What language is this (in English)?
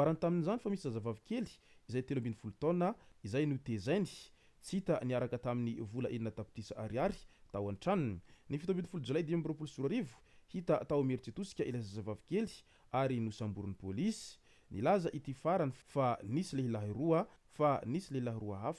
Malagasy